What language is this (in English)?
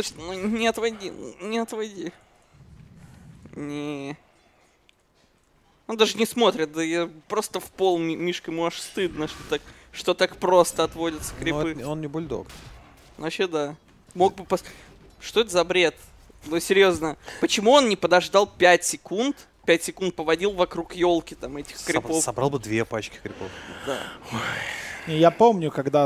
Russian